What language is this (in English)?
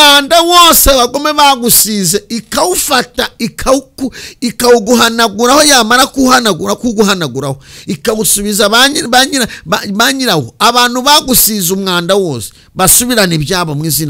Kinyarwanda